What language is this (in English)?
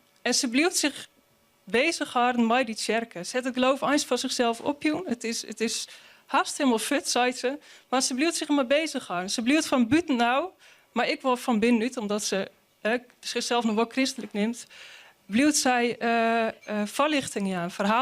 Western Frisian